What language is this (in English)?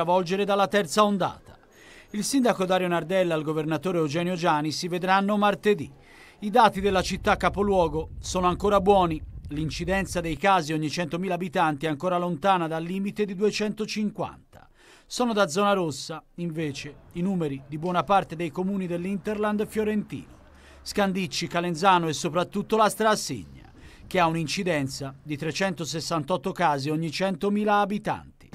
Italian